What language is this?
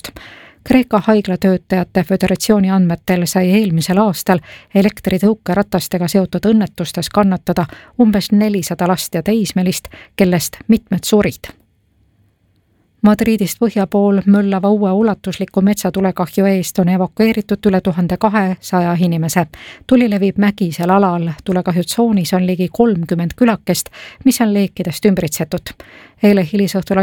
Estonian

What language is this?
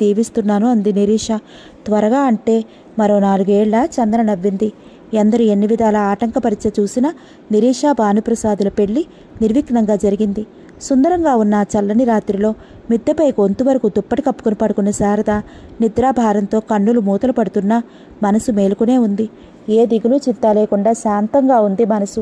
Telugu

